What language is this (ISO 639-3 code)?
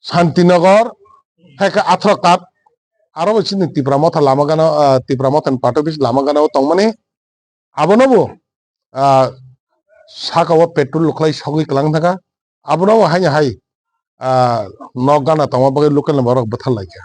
trp